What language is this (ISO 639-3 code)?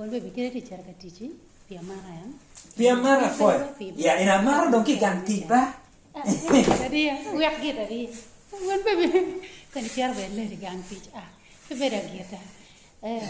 ach